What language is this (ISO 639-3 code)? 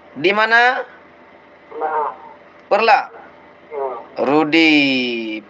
ace